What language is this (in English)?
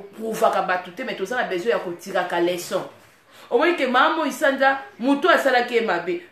Lingala